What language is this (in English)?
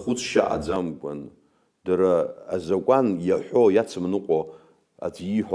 Abkhazian